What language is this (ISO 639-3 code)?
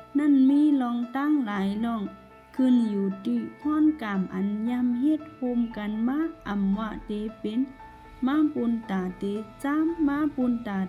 shn